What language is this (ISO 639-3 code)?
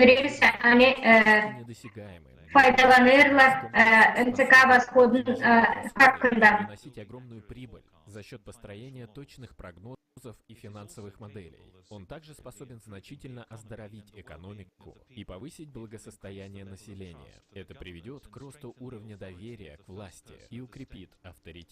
gag